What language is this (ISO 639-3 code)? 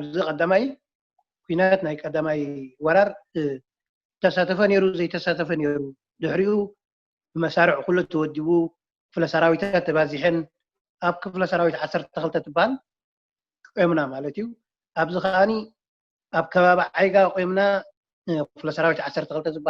tir